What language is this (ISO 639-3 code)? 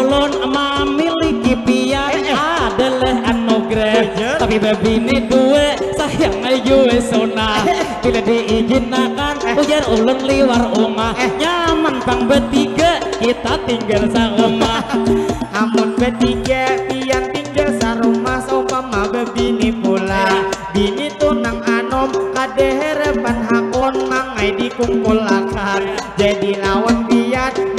bjn